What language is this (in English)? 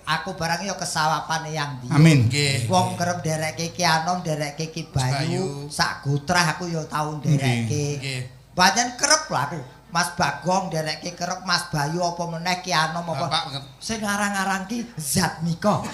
Javanese